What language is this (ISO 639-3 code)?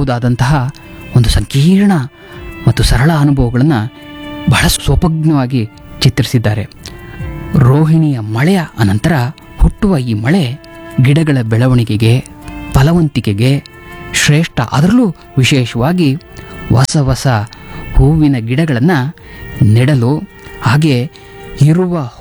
kan